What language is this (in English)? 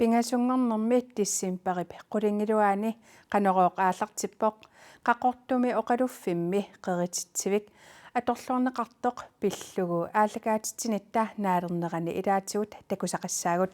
Kalaallisut